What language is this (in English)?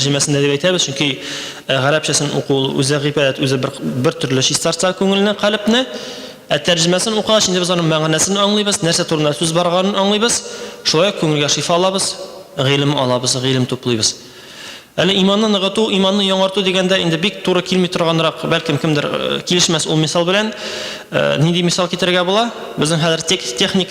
Tatar